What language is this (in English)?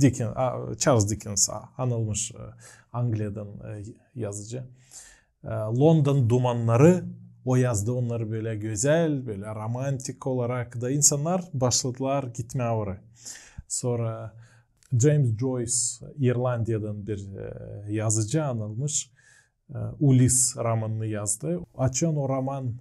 Gagauz